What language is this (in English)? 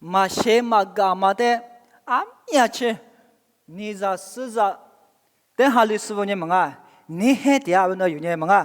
Lisu